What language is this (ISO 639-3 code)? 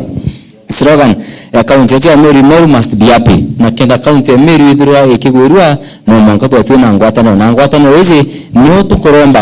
mer